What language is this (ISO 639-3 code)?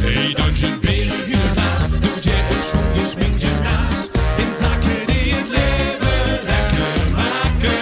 lim